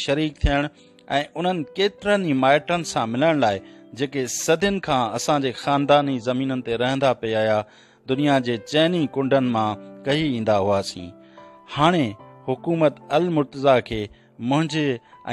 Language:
Sindhi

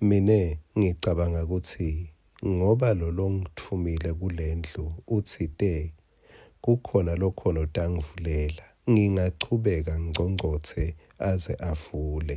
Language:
Swati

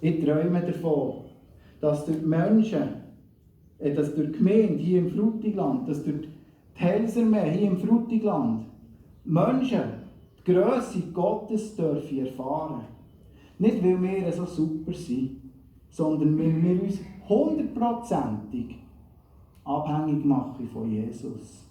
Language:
Swiss German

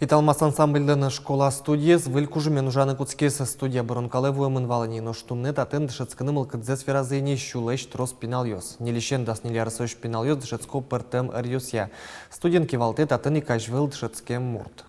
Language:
Udmurt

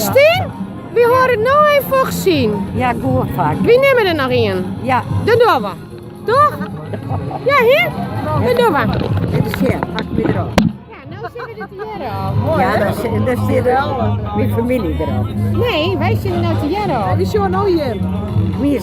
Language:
Western Frisian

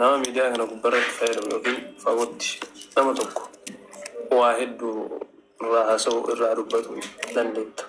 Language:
Oromo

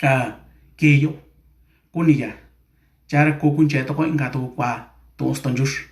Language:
Mixtepec Mixtec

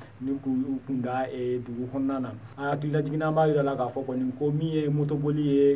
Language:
Bambara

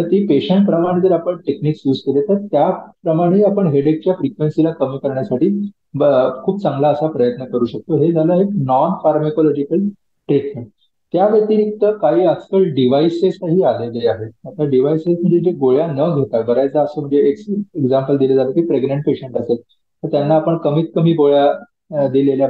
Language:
Marathi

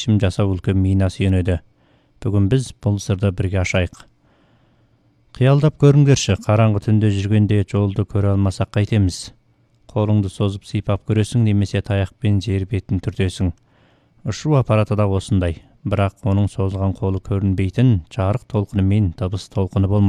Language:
Kazakh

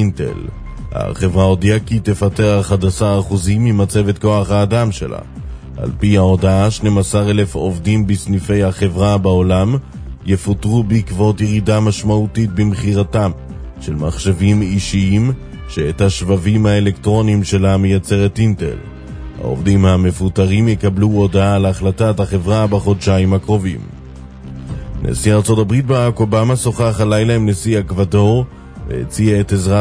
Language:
Hebrew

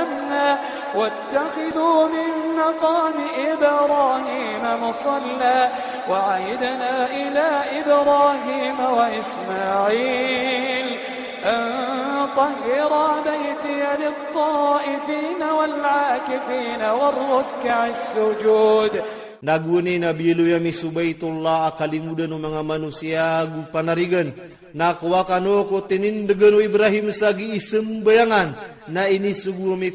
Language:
Iranun (Philippines)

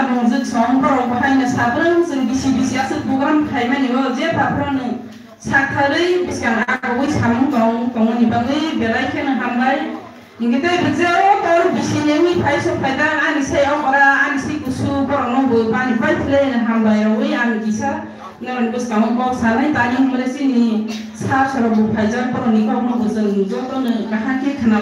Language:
Kok Borok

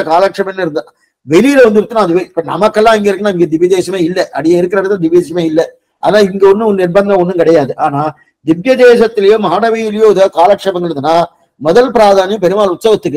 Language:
Tamil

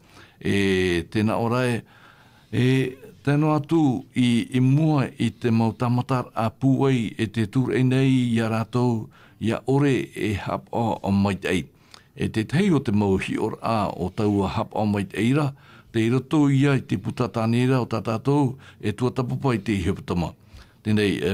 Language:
Tahitian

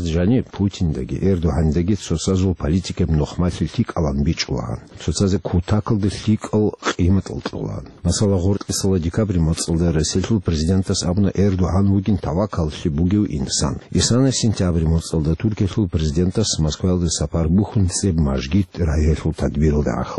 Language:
Avaric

